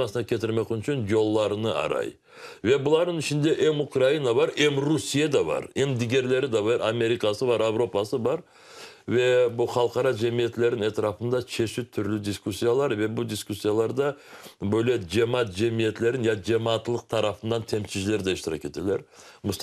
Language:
Crimean Tatar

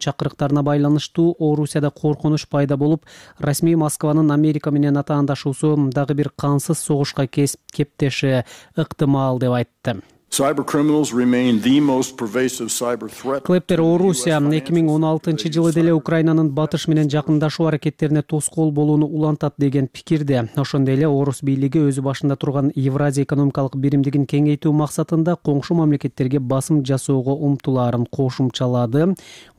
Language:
Kyrgyz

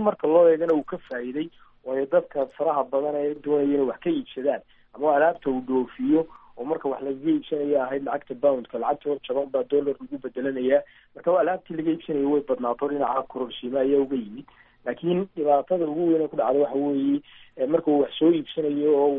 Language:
Somali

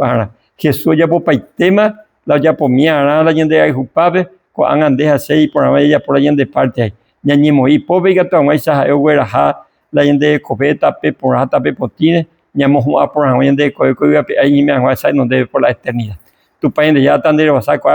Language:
Guarani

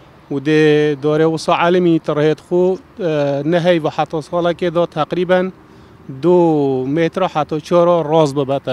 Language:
Kurdish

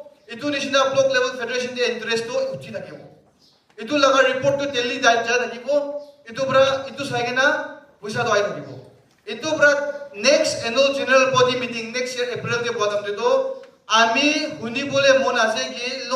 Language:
Naga Pidgin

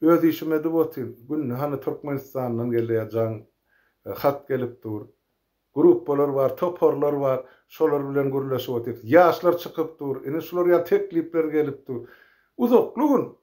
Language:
Turkmen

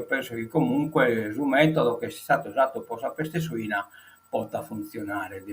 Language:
Sardinian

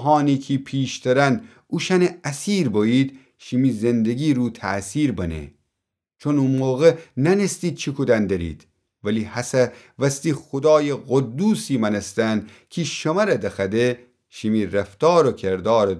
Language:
Gilaki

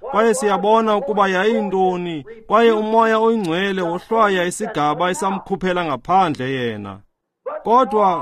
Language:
Xhosa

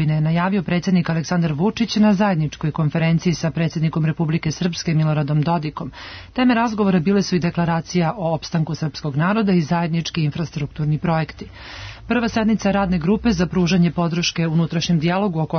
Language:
Serbian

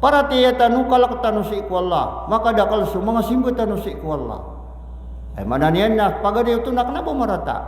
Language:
Maranao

